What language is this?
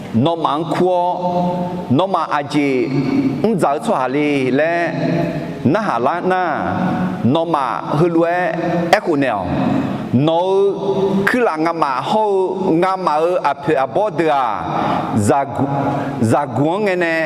Akha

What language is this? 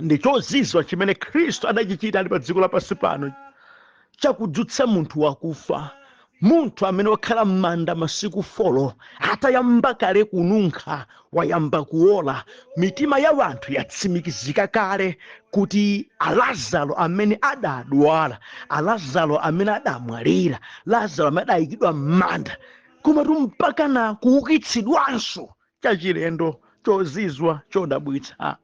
Nyanja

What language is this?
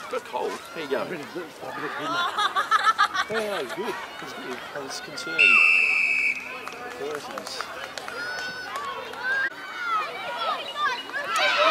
English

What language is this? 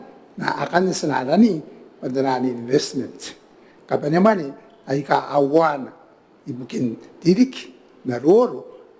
Gilbertese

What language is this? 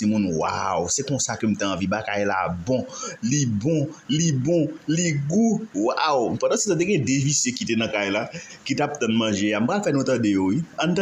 Haitian Creole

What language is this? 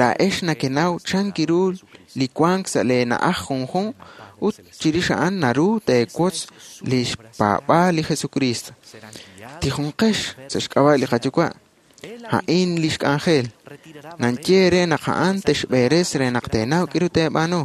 Kekchí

